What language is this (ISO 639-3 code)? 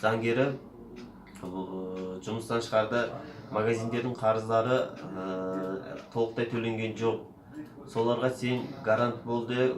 kaz